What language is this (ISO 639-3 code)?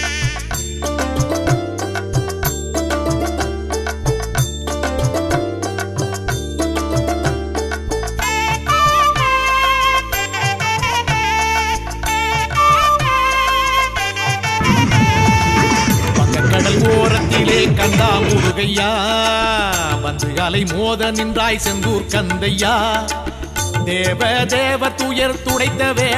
tam